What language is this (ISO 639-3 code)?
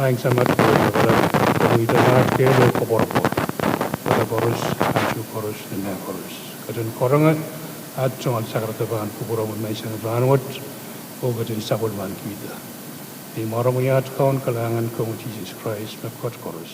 pon